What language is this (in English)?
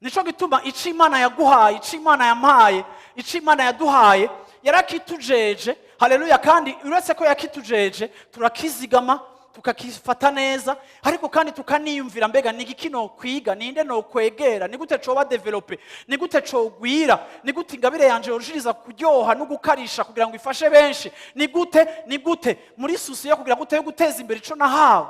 Rundi